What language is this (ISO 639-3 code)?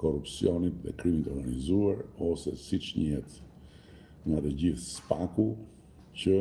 sqi